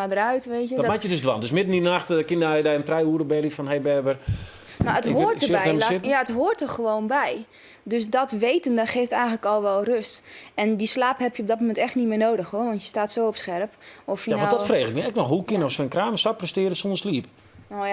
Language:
Western Frisian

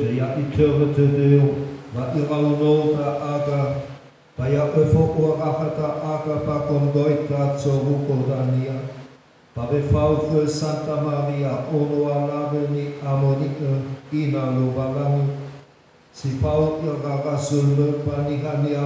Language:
Nias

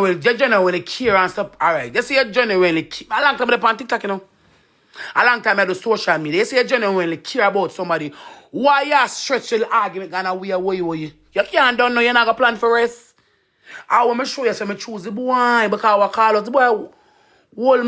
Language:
Jamaican Creole English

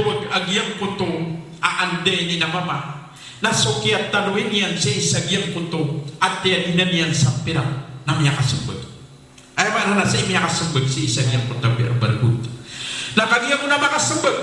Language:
Maranao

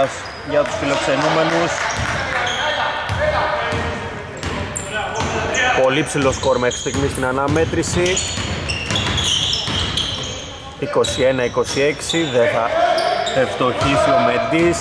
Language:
Greek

